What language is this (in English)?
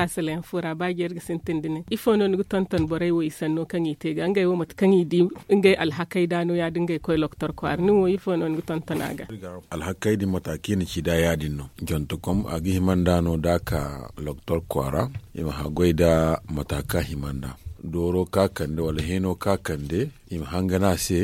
Zarma